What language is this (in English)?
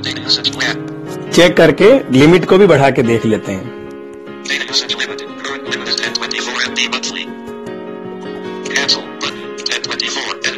Hindi